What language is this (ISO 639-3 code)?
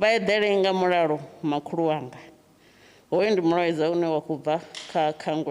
ven